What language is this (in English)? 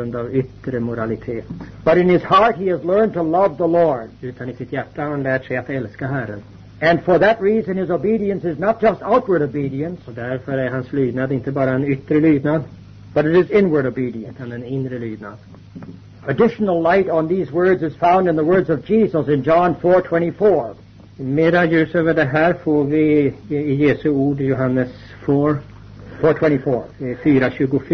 Swedish